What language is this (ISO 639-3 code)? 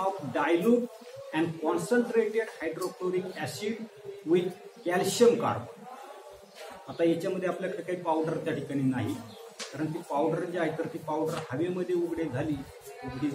mar